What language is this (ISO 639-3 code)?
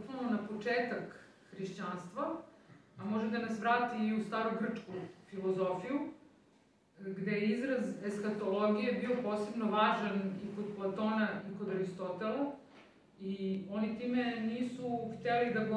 srp